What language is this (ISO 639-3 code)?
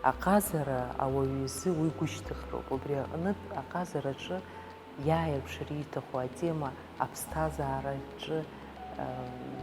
abk